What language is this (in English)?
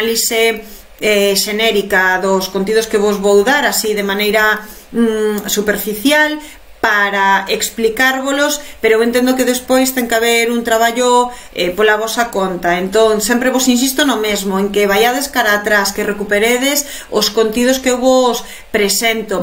Galician